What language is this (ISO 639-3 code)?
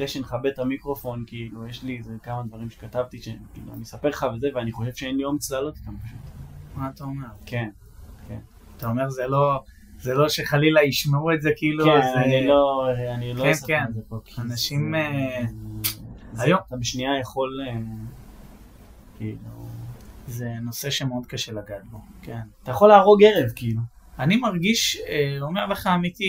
heb